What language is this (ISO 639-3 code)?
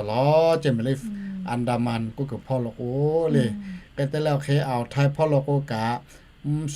lhu